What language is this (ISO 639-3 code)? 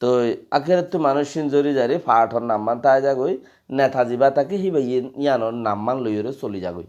rhg